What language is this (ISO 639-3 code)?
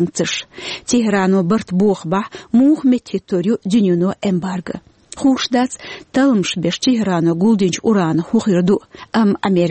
che